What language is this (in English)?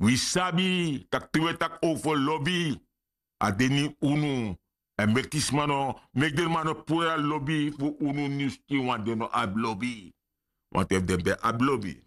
Sranan Tongo